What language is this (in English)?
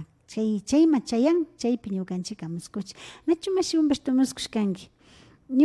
Imbabura Highland Quichua